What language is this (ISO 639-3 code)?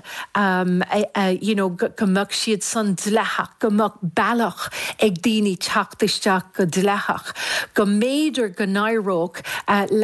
gle